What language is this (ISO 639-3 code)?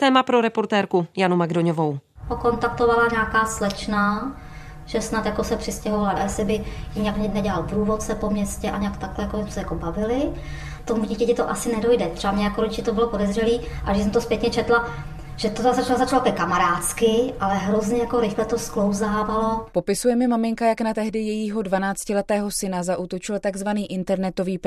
ces